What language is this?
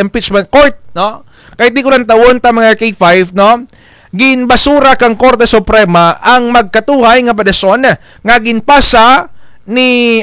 Kinaray-a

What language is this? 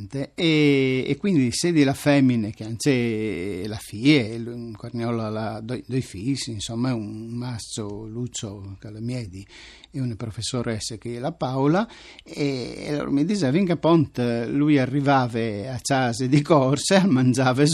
Friulian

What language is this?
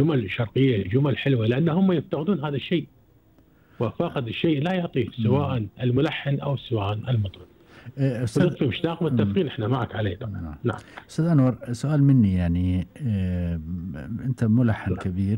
Gulf Arabic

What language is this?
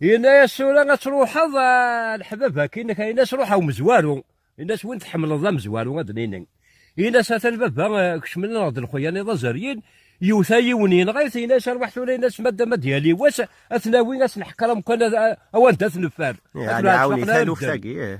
Kabyle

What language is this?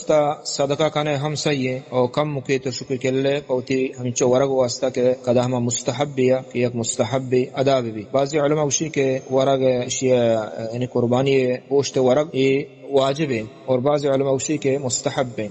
Baluchi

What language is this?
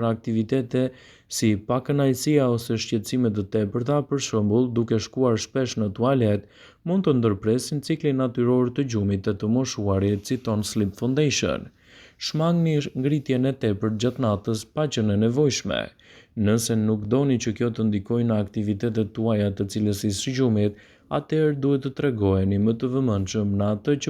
Albanian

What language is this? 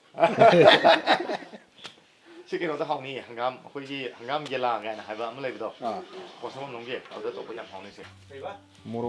Manipuri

